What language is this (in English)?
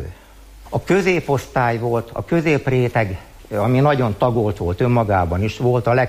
Hungarian